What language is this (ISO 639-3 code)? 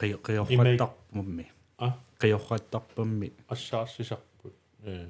kal